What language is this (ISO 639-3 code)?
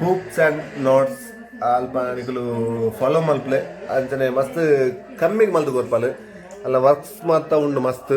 tcy